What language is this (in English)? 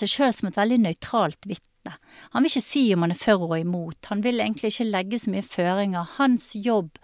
Norwegian